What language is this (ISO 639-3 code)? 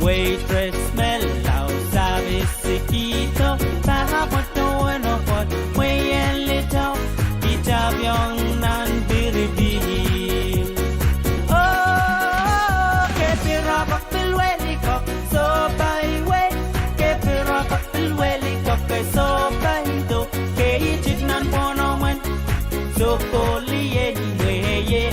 pon